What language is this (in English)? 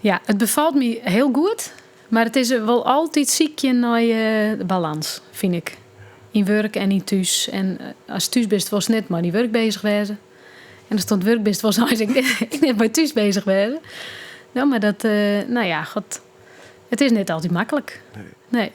Western Frisian